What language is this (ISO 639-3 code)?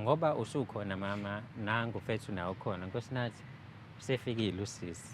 zul